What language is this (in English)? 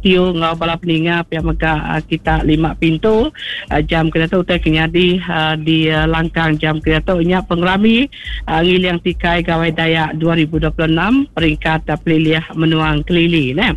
Iban